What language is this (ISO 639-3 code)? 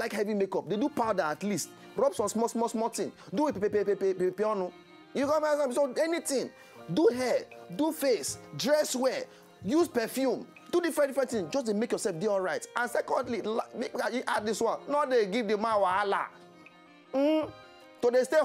pcm